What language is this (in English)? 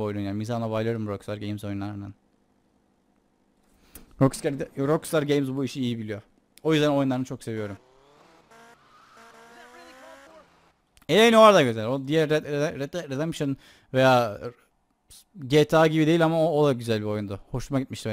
Turkish